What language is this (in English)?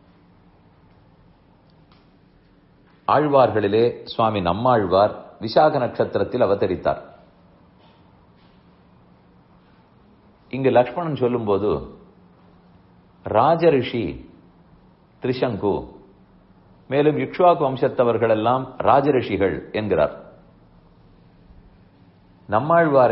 Tamil